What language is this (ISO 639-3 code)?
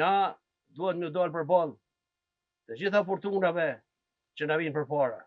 sqi